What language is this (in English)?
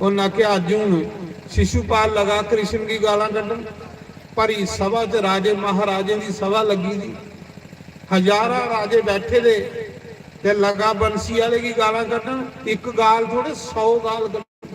Dogri